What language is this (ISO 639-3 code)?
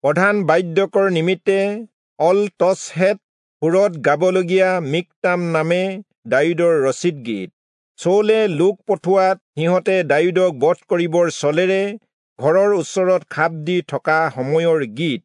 asm